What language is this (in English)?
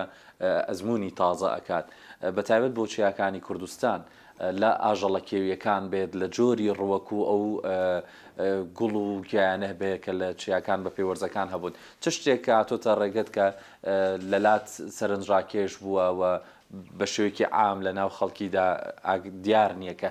Central Kurdish